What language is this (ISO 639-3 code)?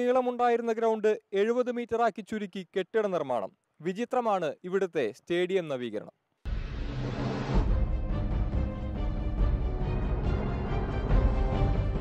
mal